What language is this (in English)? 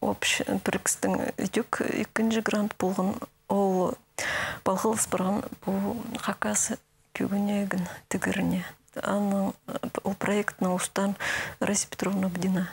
Khakas